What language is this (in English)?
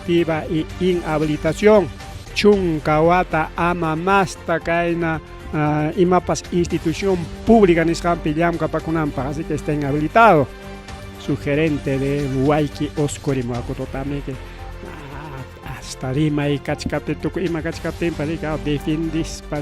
Ayacucho Quechua